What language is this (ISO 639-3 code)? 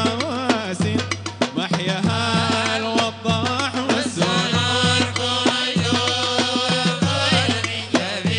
ara